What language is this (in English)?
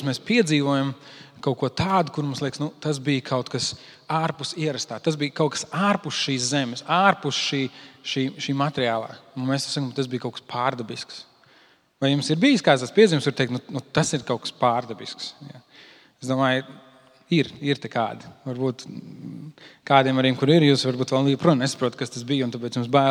Latvian